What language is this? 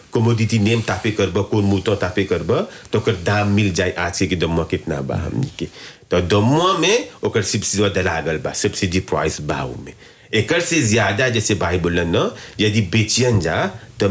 Bhojpuri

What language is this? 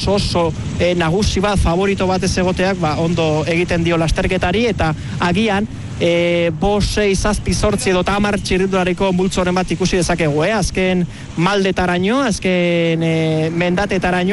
Basque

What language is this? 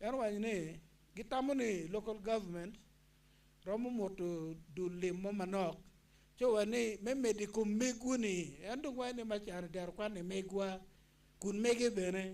Acoli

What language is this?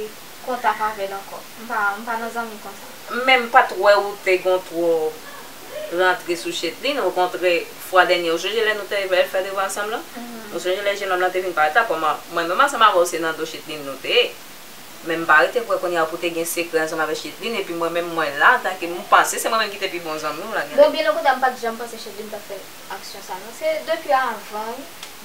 Haitian Creole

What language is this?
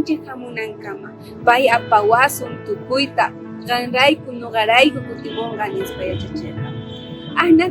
South Bolivian Quechua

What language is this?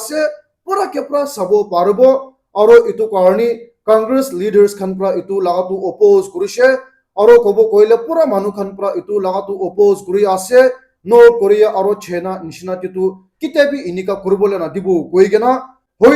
Naga Pidgin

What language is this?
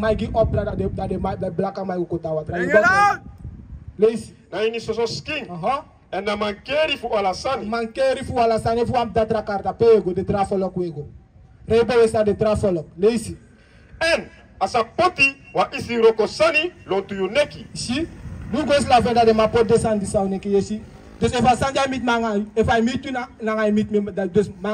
Sranan Tongo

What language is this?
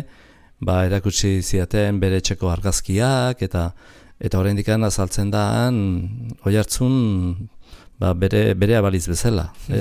Basque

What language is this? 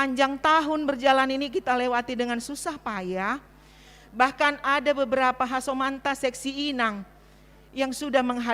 Batak Simalungun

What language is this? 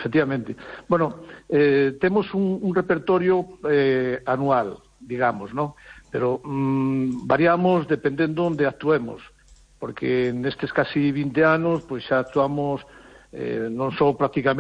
Galician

